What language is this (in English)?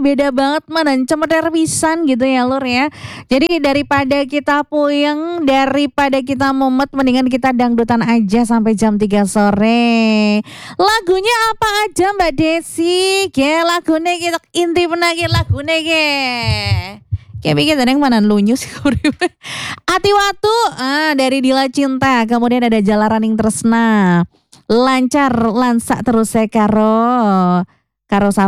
Indonesian